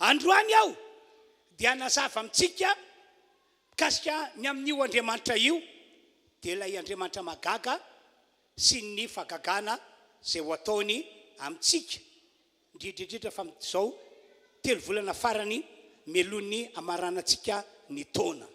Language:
Malagasy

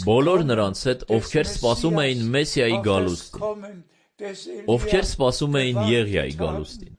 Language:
Armenian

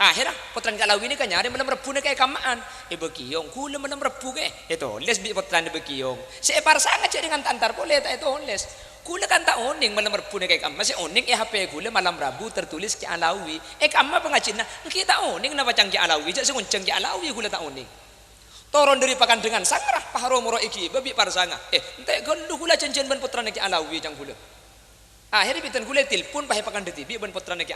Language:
Madurese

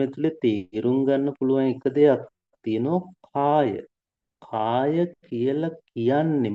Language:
Sinhala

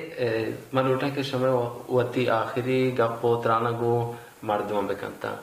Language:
Baluchi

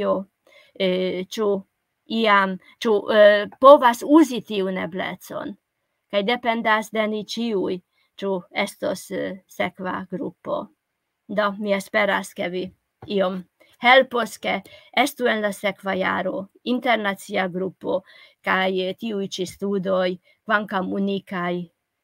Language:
Esperanto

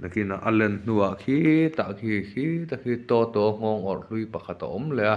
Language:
Mizo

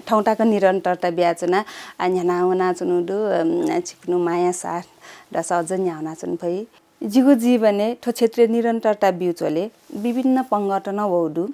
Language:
Newari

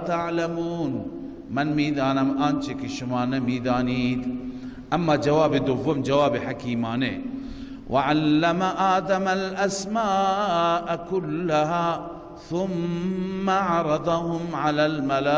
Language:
Persian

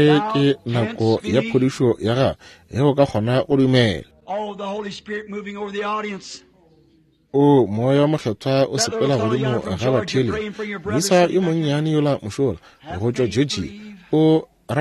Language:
Northern Sotho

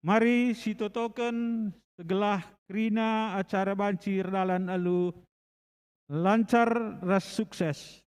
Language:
Batak Karo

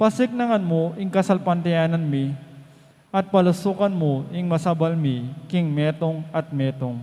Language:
Pampanga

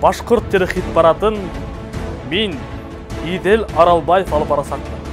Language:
Bashkir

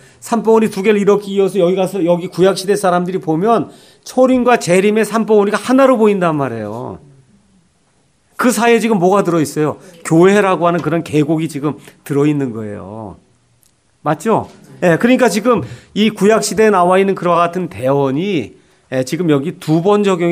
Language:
Korean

